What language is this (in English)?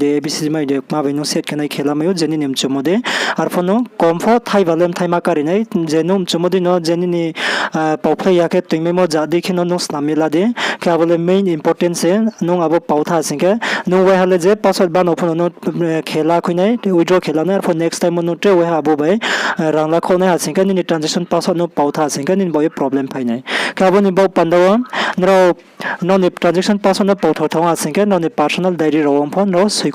Riang (India)